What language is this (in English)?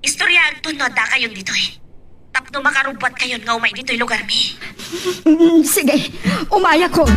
Iloko